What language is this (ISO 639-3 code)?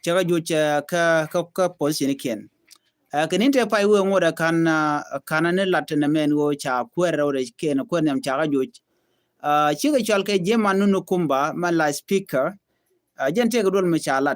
nus